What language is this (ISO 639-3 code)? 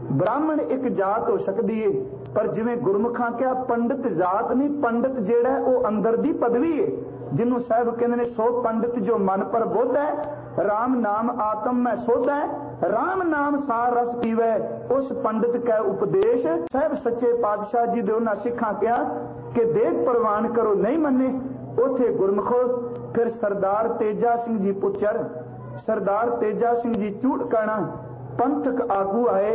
pan